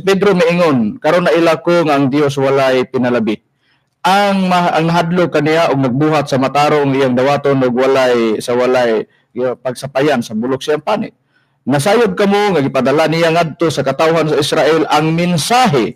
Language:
Cebuano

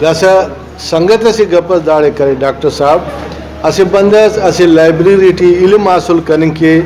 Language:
Brahui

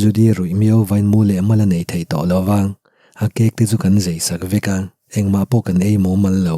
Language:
Mizo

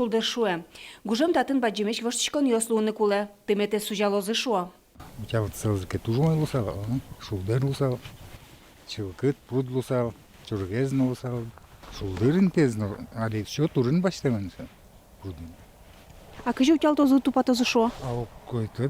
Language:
Udmurt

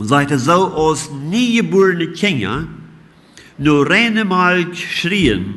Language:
Plautdietsch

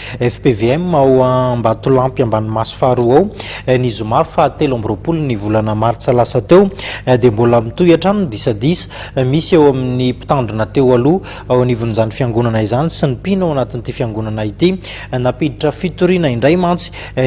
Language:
Malagasy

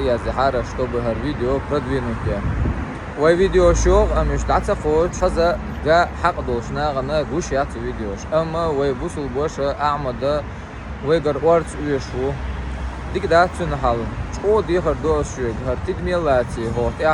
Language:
Chechen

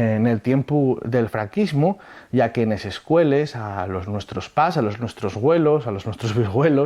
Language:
Asturian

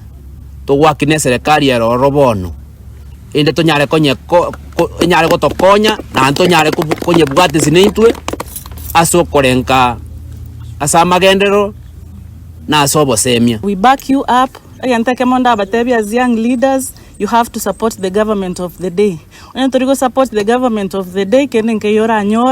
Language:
Gusii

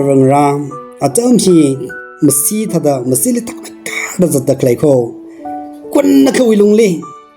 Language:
Tangkhul Naga (India)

